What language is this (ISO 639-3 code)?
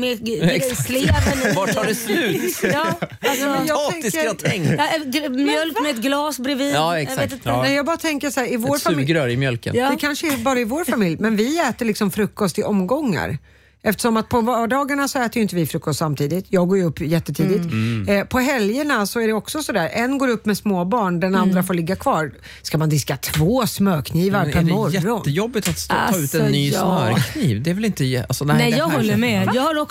swe